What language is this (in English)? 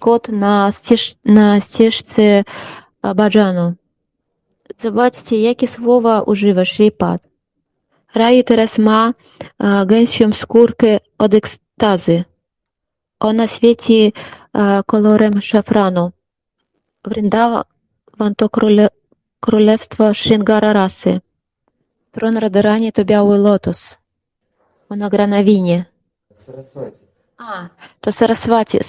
Polish